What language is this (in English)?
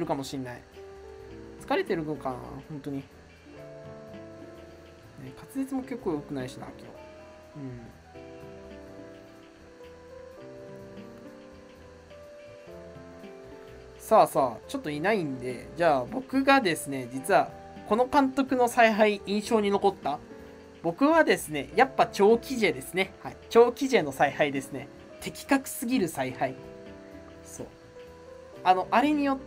Japanese